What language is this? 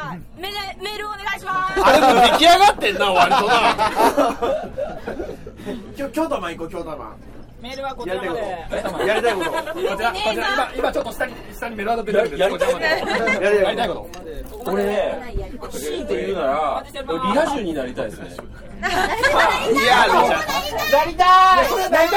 Japanese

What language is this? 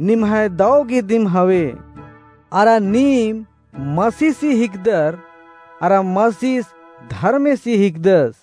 Kurukh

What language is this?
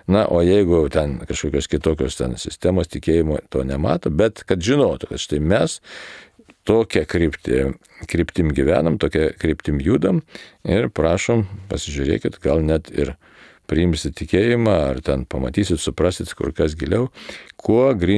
Lithuanian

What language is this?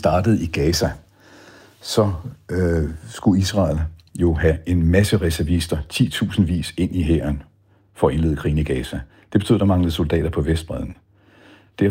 Danish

